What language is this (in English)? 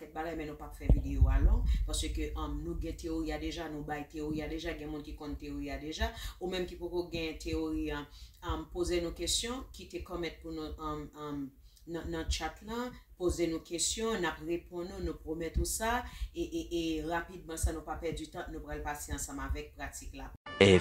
Haitian Creole